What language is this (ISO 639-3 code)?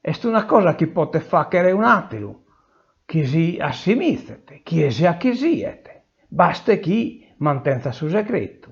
srd